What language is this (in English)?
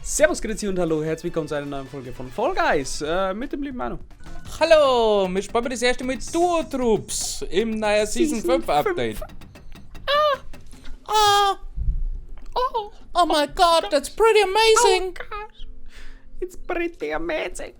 Bavarian